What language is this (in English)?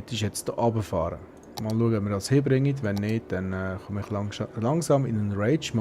Swiss German